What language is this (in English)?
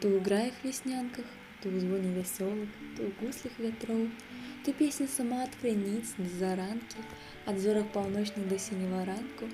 Belarusian